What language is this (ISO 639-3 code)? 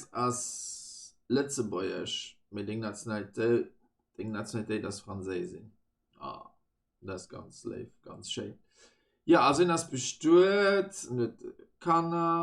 ltz